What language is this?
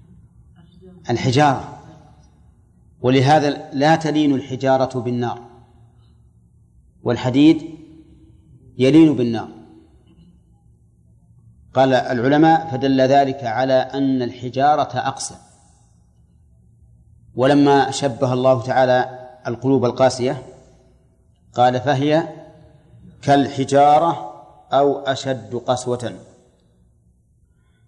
Arabic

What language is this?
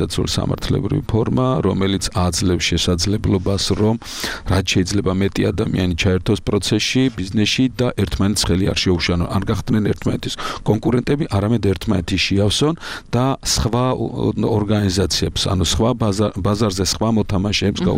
Georgian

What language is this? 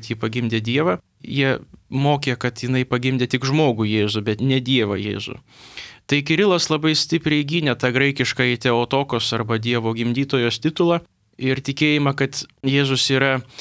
Lithuanian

